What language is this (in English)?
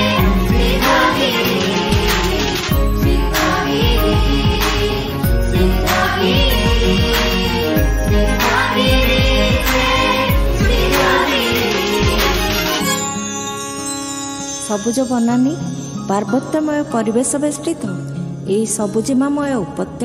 Odia